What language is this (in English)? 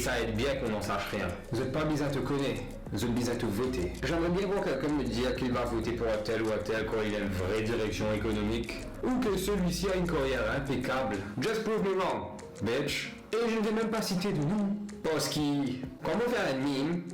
Morisyen